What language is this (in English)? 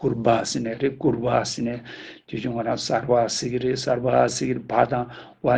Tibetan